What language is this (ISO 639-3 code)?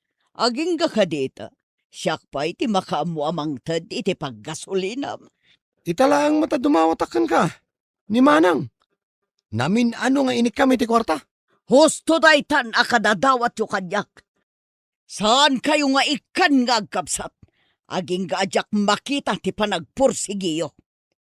ilo